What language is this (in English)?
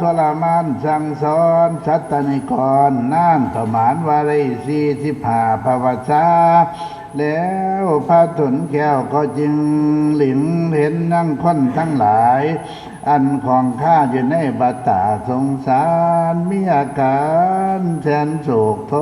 Northeastern Thai